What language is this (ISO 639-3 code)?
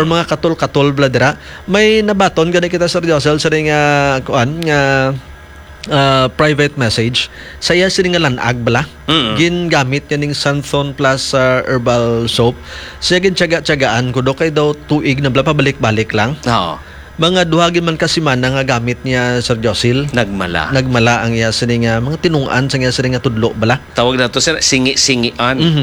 hil